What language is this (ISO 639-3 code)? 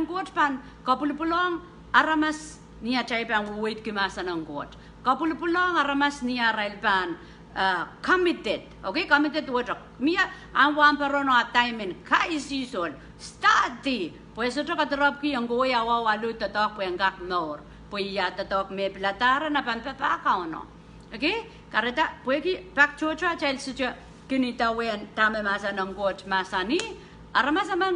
pon